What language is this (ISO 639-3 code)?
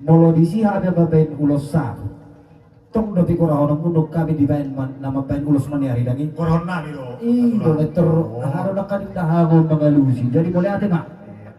bbc